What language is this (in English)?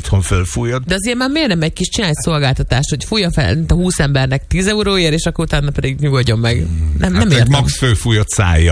Hungarian